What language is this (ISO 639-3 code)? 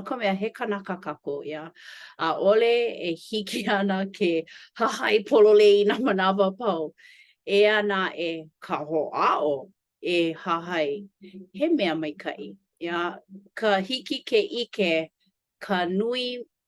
haw